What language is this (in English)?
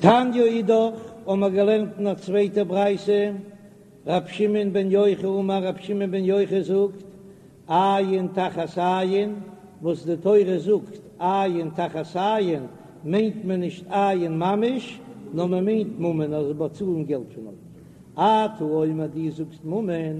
Yiddish